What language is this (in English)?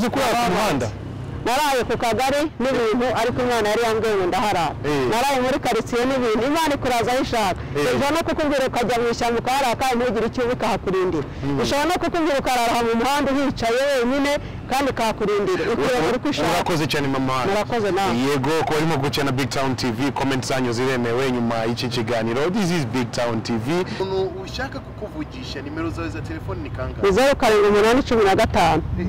Kinyarwanda